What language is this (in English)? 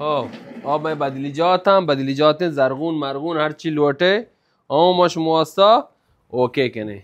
Baluchi